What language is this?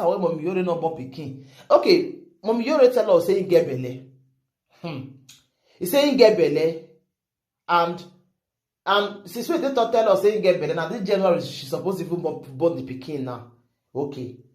Nigerian Pidgin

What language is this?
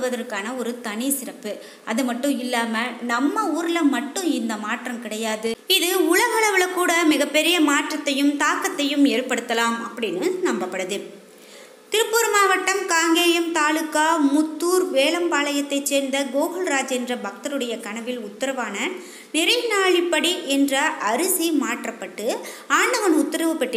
Tamil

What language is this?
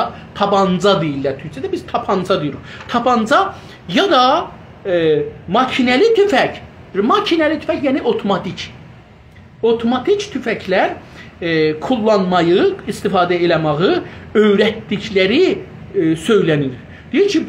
South Azerbaijani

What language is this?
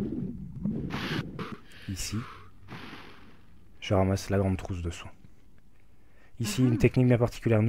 French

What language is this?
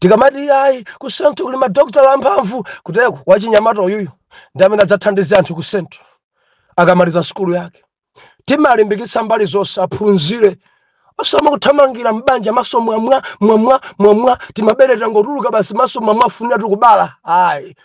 Nyanja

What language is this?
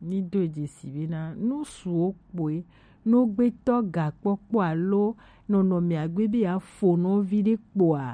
Gen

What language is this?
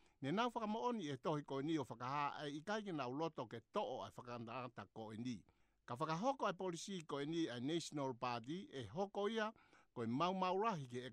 Tongan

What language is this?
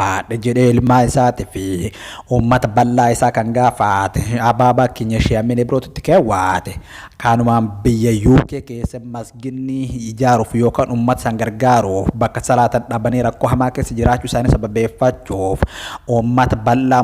Oromo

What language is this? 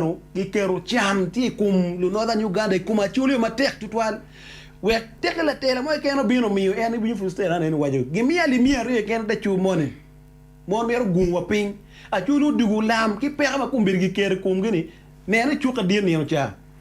Acoli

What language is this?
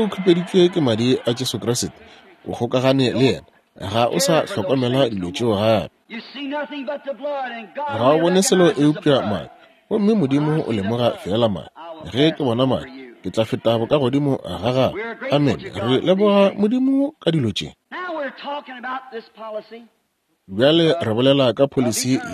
Northern Sotho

